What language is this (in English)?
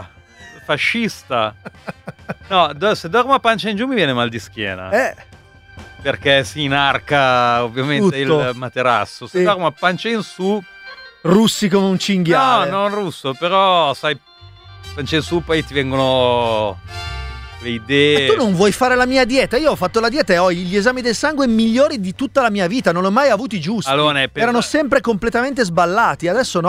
Italian